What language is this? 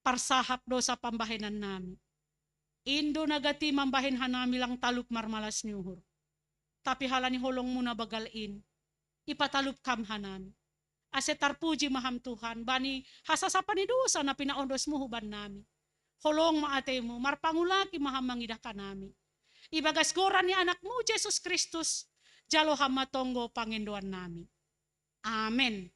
Batak Simalungun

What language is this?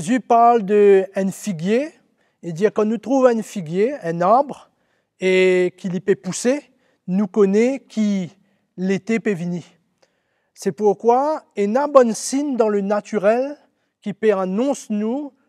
Morisyen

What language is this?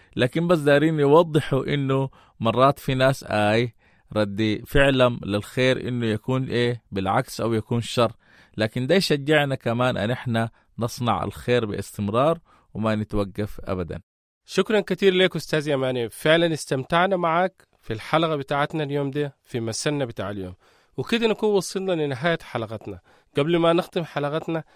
Sudanese Arabic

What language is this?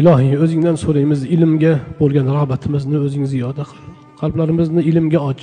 Uzbek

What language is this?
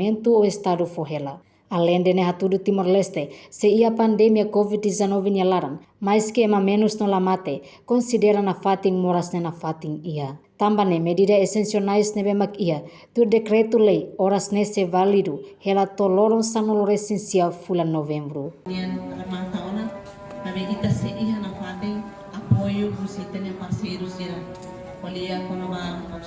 Tetum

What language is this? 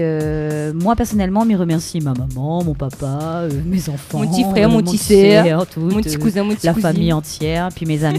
French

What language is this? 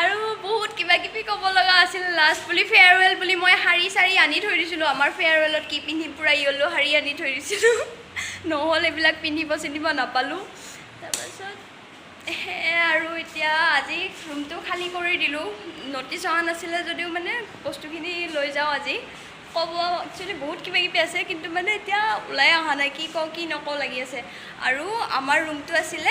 Assamese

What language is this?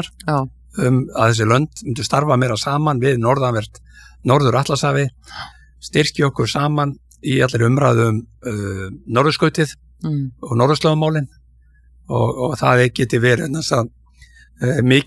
Icelandic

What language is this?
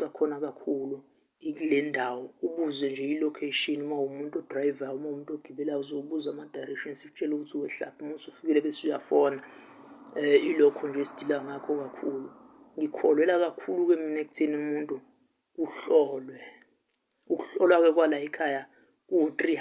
Zulu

